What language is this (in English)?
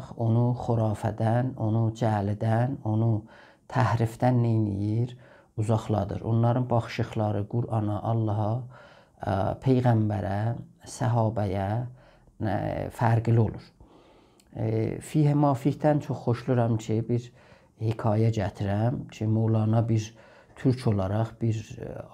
South Azerbaijani